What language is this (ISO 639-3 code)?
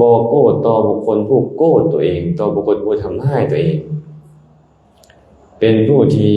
lao